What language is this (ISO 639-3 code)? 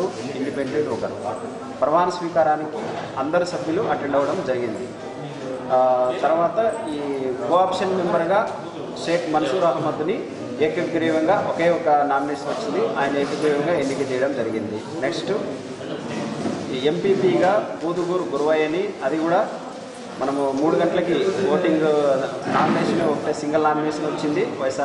tel